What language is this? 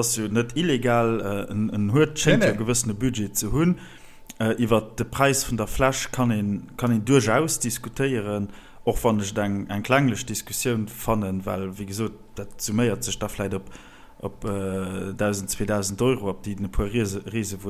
Luxembourgish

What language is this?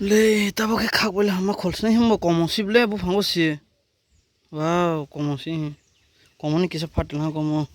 Kok Borok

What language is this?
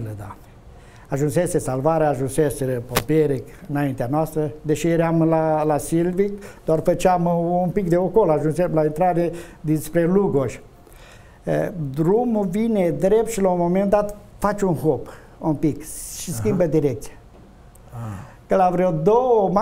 Romanian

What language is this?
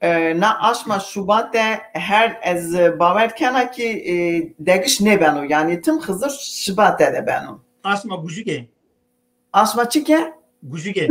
Zaza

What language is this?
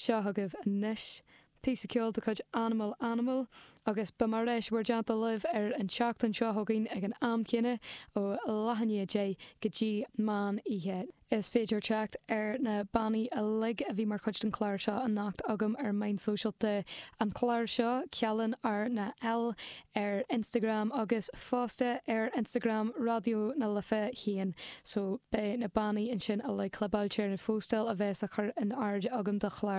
Irish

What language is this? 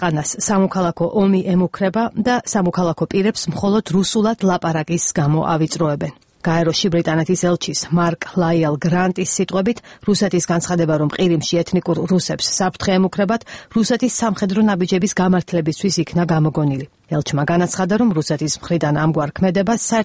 Georgian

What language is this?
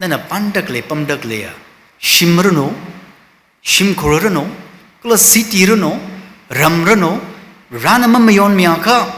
Tangkhul Naga (India)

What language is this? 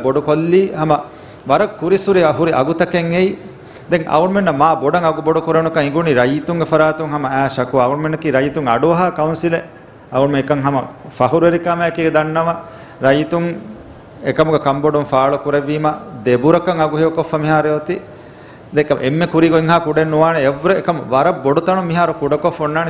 Divehi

